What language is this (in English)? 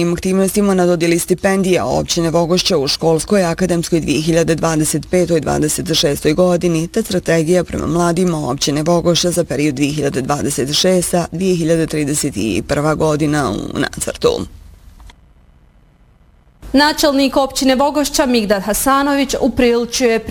Bosnian